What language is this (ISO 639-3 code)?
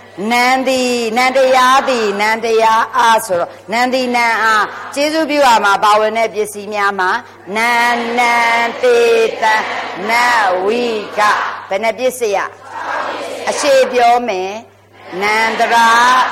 mya